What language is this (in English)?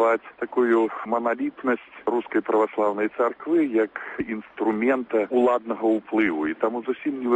Belarusian